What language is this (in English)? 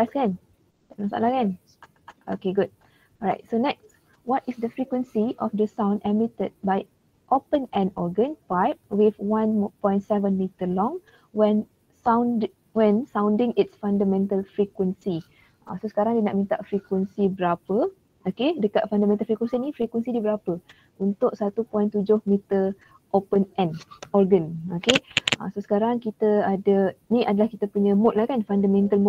Malay